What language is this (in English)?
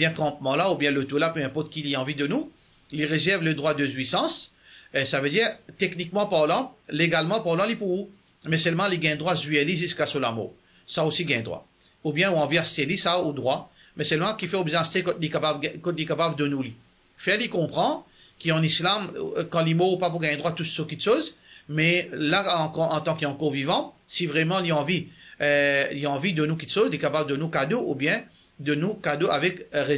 Morisyen